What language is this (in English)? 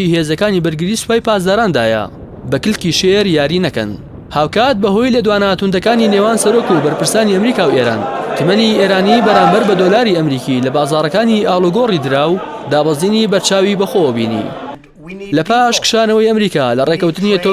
Central Kurdish